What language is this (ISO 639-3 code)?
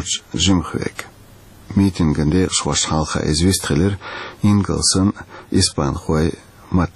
che